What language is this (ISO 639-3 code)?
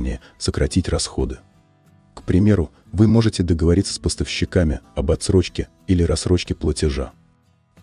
rus